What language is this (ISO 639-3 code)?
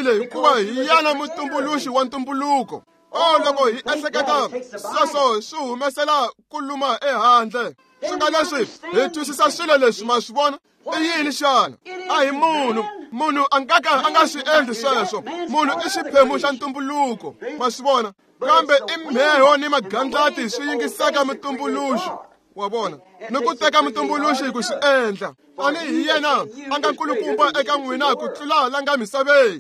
tso